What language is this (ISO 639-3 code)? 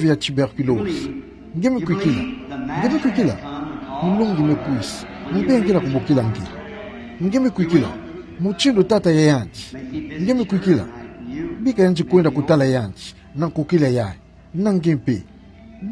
ktu